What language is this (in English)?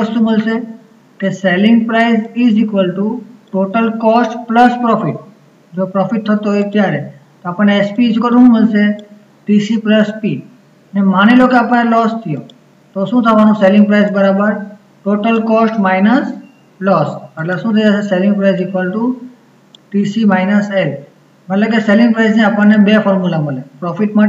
Gujarati